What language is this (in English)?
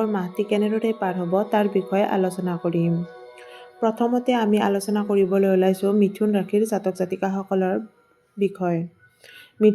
Assamese